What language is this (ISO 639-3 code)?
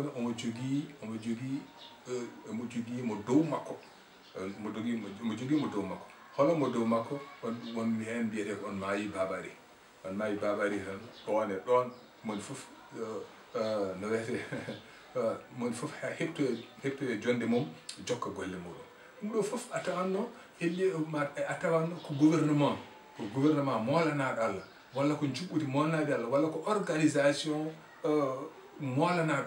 ful